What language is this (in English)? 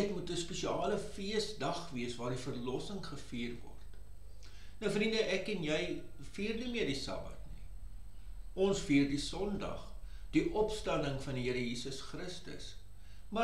Afrikaans